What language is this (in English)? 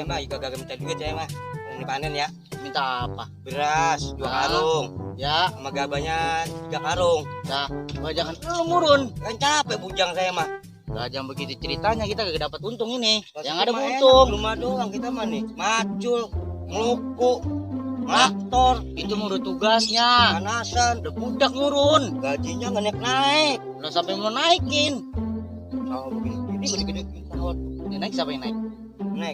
Betawi